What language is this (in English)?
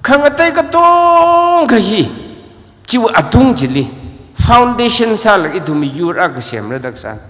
Tangkhul Naga (India)